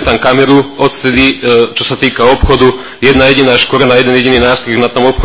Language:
Slovak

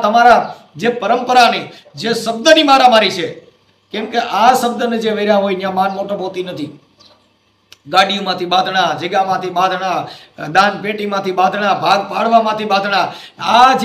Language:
Gujarati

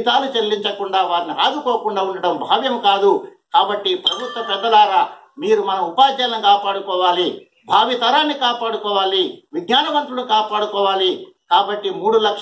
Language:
Telugu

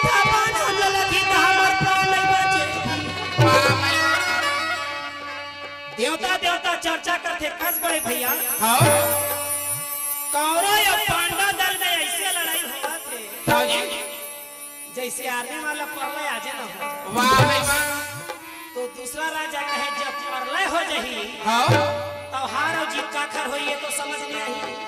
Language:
Chhattisgarhi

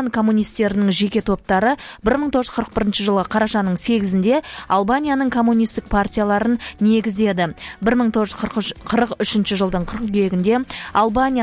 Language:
Kazakh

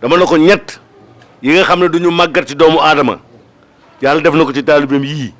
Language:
Wolof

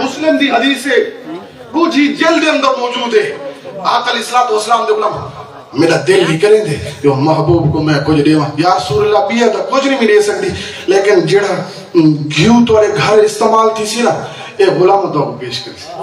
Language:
Saraiki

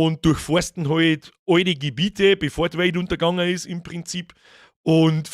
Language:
Bavarian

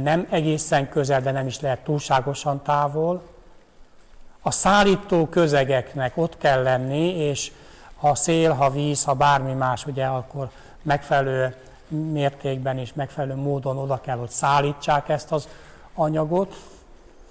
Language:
Hungarian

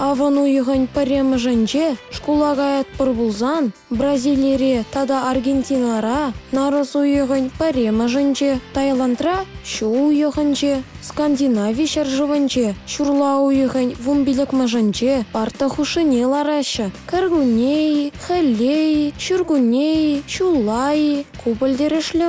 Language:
Chuvash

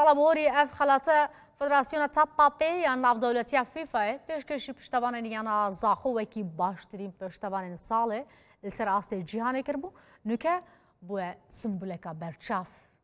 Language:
Kurdish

